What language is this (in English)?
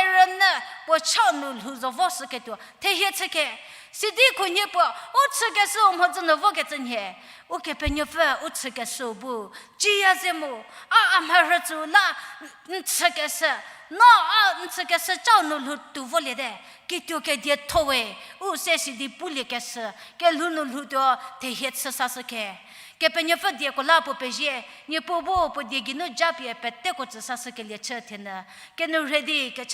Angami Naga